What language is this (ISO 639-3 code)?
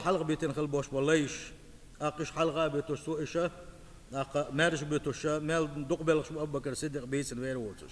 che